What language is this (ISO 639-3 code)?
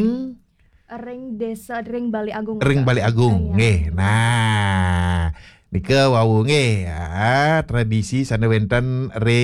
ban